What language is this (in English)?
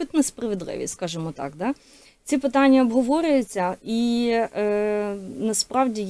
Ukrainian